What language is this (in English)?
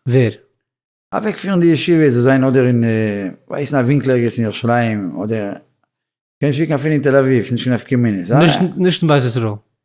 Yiddish